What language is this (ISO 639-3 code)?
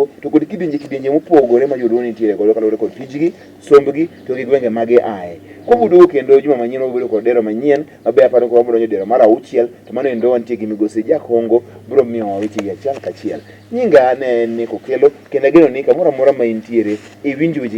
luo